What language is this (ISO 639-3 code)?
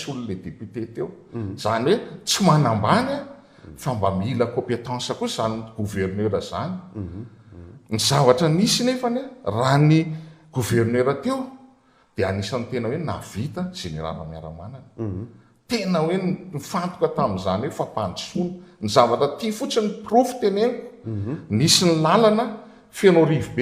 mlg